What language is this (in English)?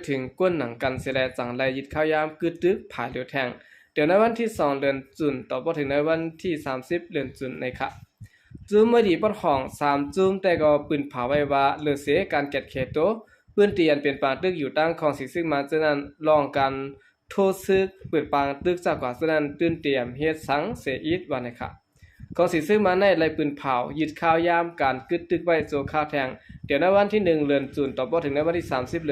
Shan